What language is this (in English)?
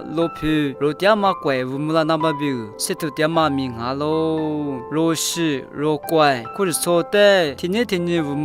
Lisu